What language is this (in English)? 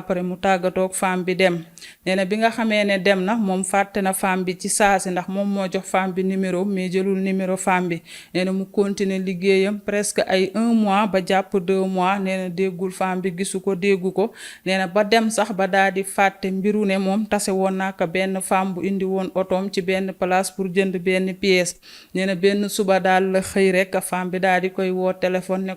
Wolof